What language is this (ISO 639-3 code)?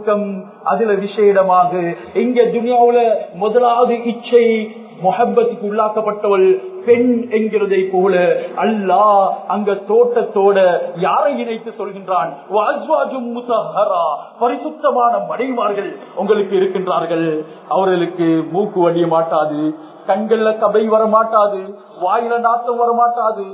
tam